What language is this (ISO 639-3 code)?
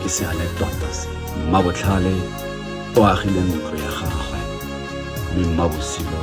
tsn